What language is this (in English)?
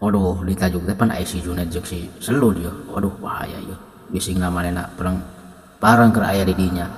Sundanese